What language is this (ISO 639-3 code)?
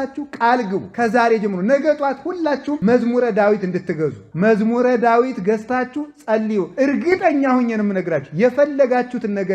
amh